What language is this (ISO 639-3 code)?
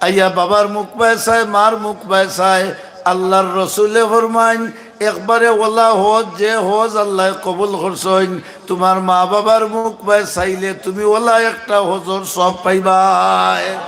syl